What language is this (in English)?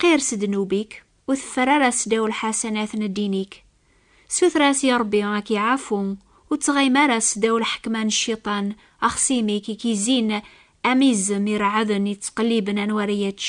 Kabyle